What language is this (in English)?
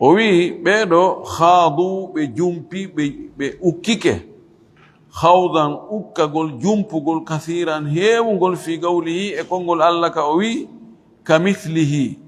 Fula